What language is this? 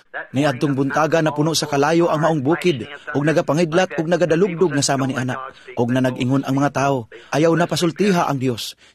Cebuano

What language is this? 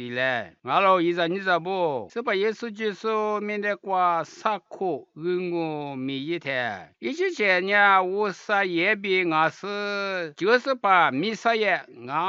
Lisu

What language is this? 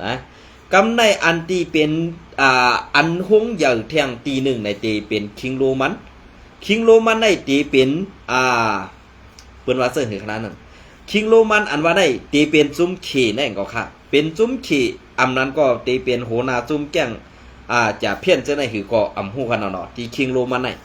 Shan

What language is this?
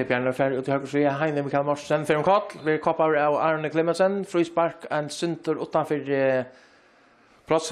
Faroese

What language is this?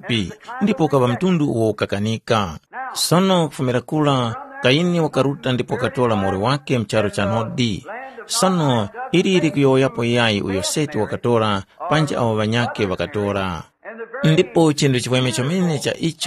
Tumbuka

